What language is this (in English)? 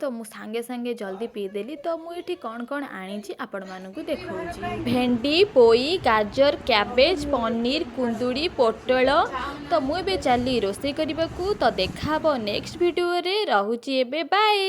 Odia